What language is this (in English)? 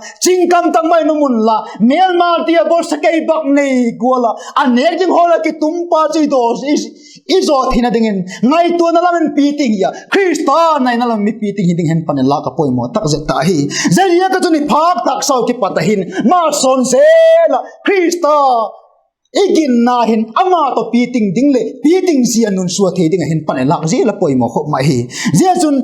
Vaiphei